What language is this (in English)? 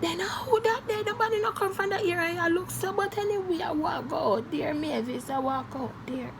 Jamaican Creole English